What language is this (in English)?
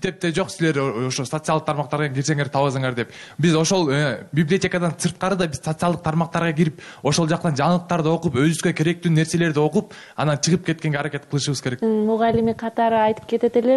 Kyrgyz